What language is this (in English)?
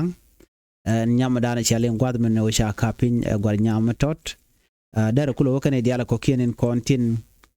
Nuer